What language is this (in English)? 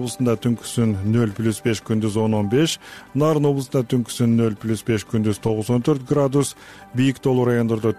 Kyrgyz